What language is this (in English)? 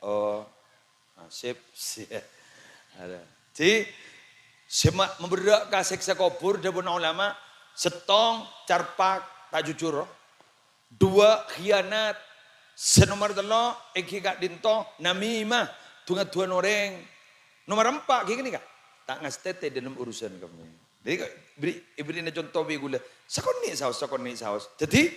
Madurese